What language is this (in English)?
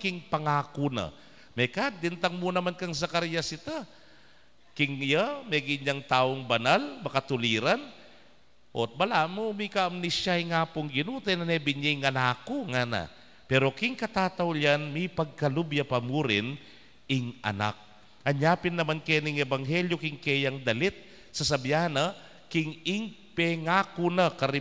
Pampanga